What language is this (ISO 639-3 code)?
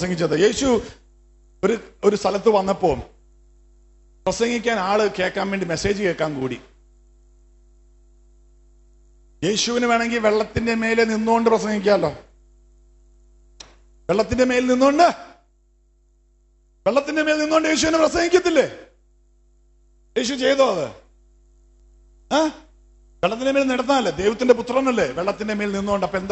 mal